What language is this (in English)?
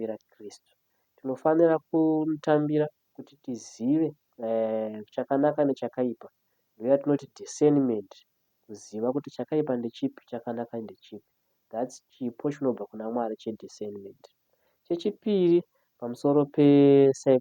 Shona